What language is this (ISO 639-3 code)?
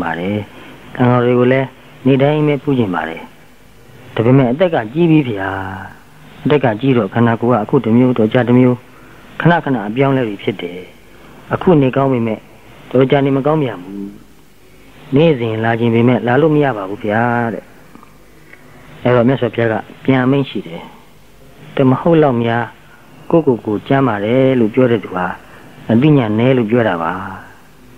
mya